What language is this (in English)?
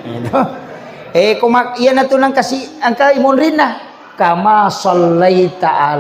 Buginese